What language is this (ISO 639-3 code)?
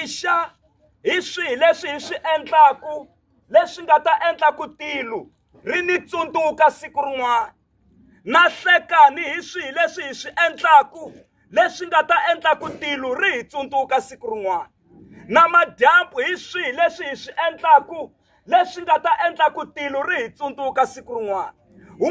tso